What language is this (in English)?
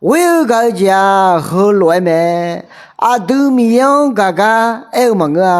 Akha